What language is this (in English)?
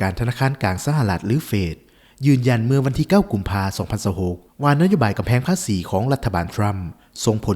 Lao